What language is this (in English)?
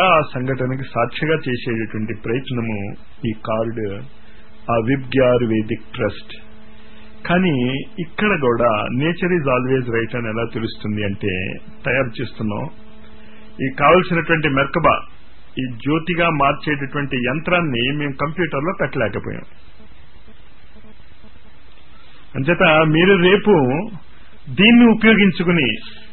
Telugu